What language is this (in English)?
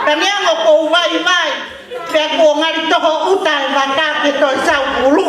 Tongan